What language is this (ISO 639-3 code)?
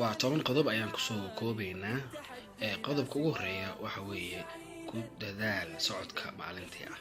som